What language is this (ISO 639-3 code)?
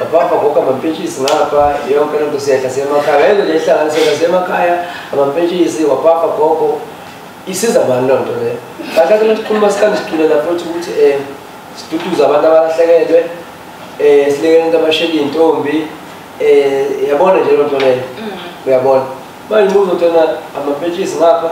zul